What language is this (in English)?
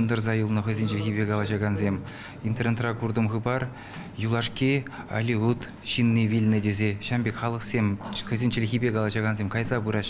Chuvash